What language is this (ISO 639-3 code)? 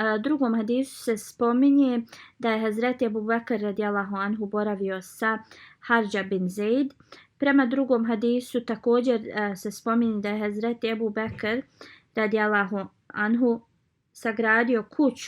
bos